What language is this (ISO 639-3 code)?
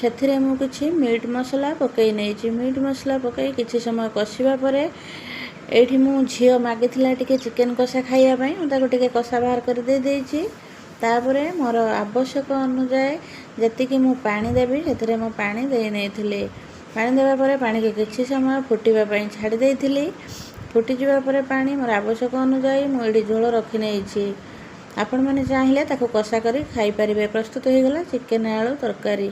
ori